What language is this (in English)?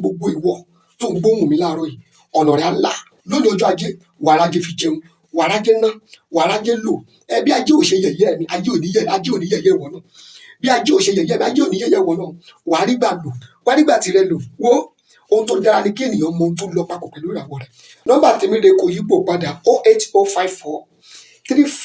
Yoruba